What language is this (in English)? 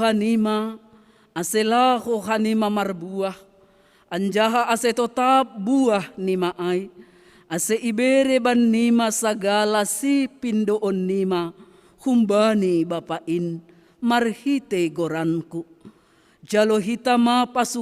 Batak Simalungun